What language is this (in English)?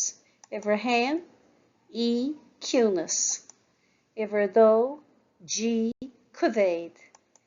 Irish